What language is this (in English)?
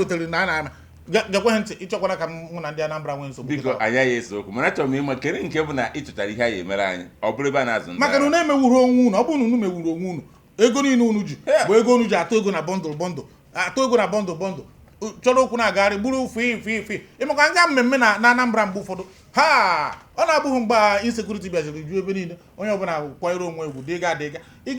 Igbo